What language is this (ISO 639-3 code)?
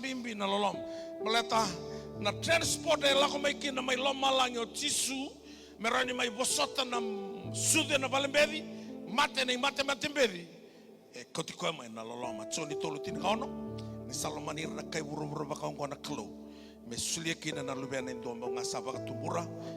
fij